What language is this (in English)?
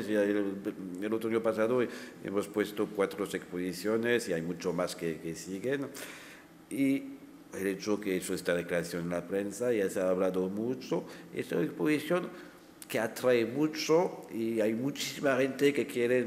Spanish